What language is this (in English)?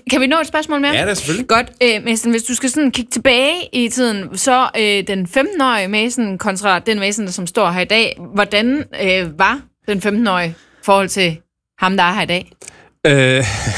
Danish